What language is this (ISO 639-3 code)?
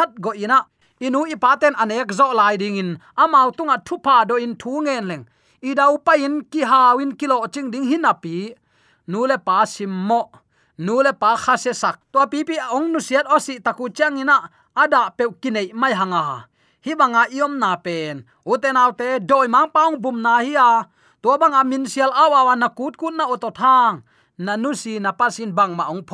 ctd